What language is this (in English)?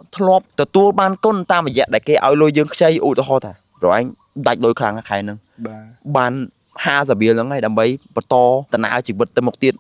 Khmer